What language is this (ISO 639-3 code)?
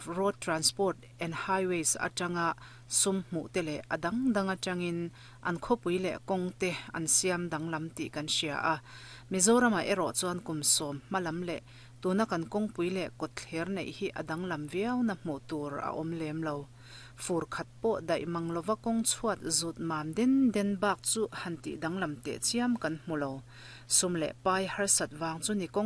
lus